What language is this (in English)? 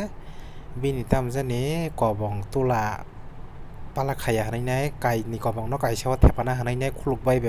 Kok Borok